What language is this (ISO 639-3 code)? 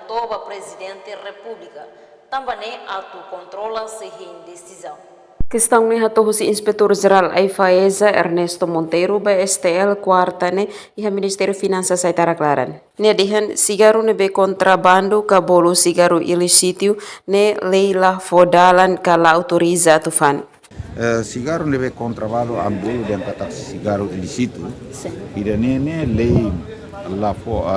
tet